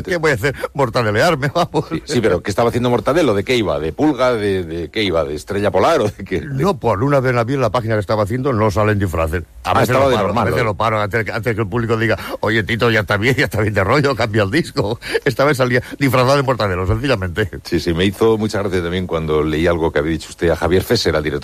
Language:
Spanish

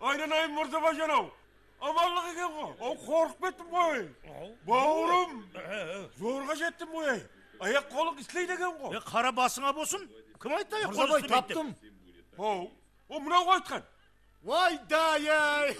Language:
Kara-Kalpak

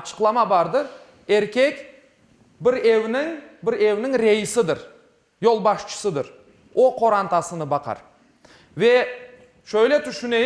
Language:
Crimean Tatar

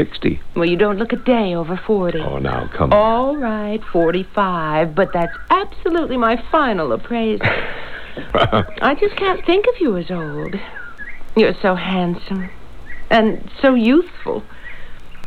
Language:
English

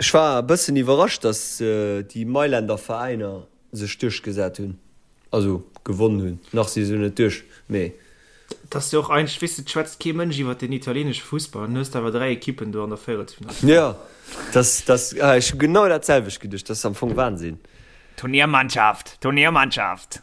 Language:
Luxembourgish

